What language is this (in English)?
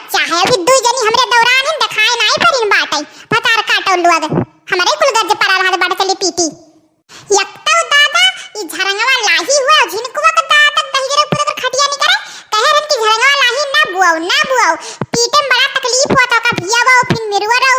Awadhi